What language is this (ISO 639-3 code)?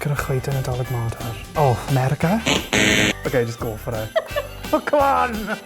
cym